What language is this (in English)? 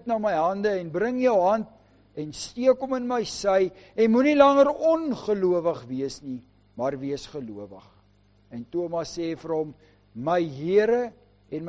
Afrikaans